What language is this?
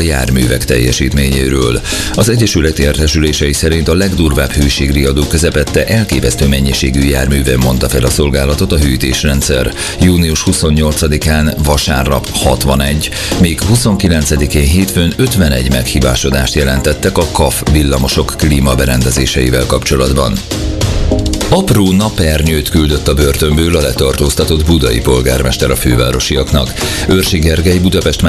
Hungarian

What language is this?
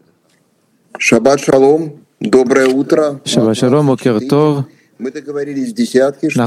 Hebrew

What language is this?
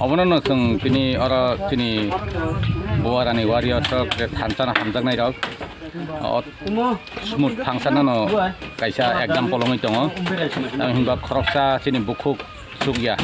Kok Borok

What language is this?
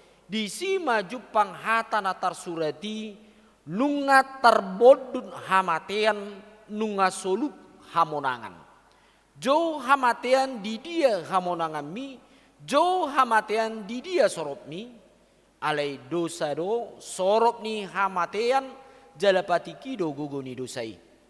Batak Toba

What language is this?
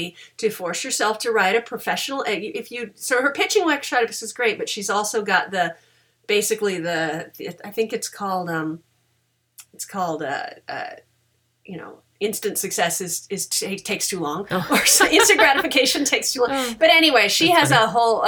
English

